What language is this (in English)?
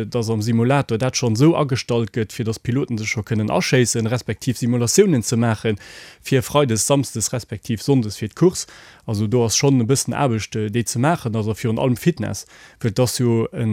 Luxembourgish